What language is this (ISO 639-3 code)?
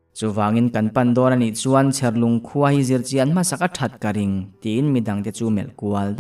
lus